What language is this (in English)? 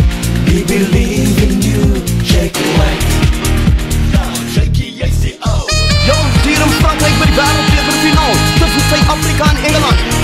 Afrikaans